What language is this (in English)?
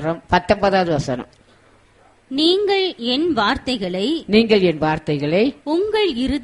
Tamil